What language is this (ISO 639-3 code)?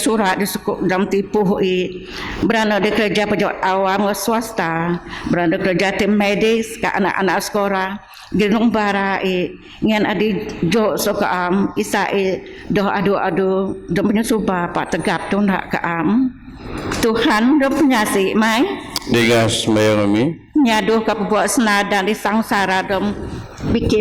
bth